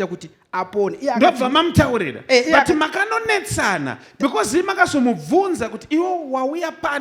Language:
Shona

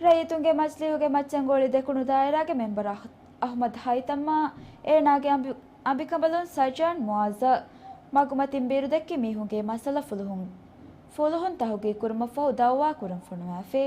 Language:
Divehi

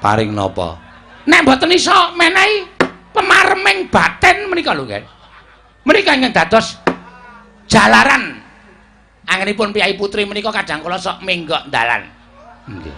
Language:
Javanese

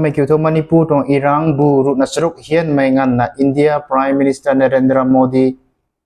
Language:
Rongmei Naga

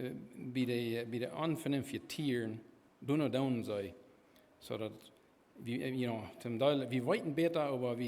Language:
Plautdietsch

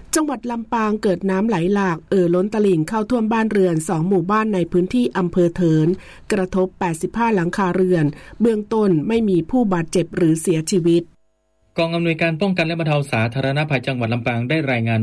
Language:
Thai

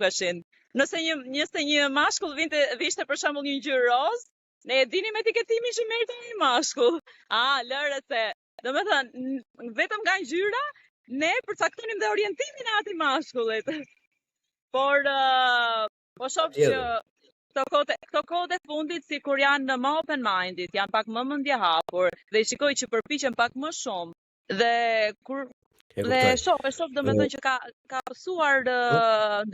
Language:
Albanian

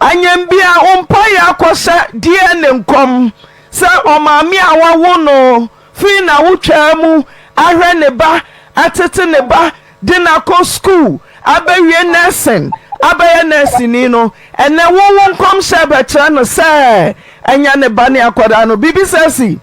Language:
Akan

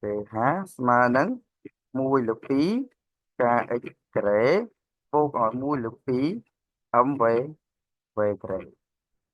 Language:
Khmer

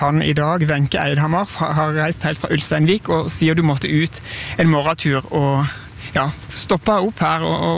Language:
Norwegian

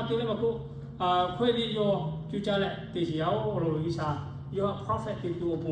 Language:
Lahu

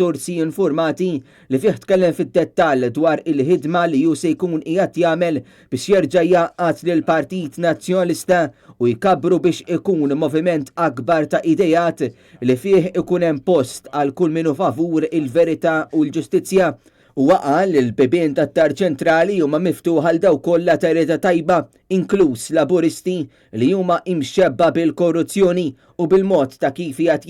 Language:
Maltese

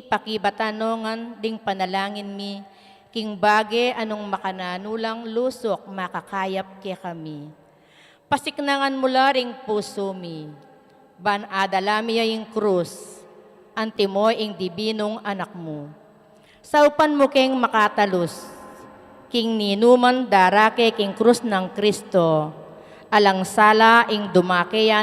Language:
Pampanga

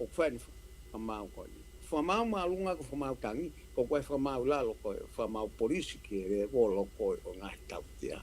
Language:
Tongan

